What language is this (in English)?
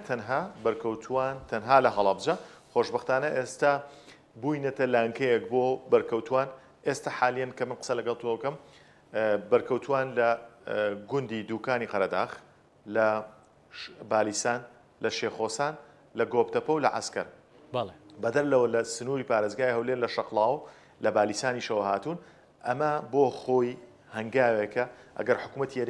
Central Kurdish